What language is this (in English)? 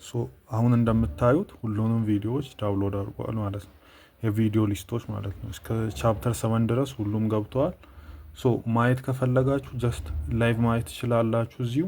Amharic